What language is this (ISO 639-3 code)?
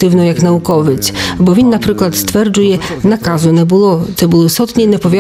ukr